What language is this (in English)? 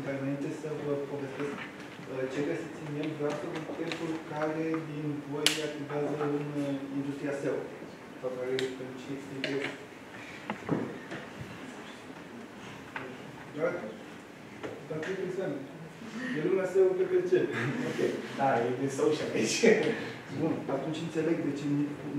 Romanian